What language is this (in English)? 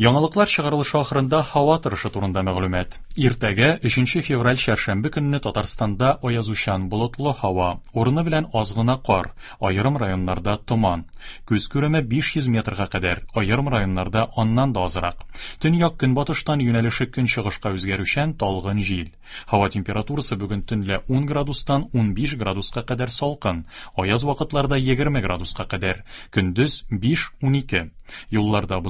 Tatar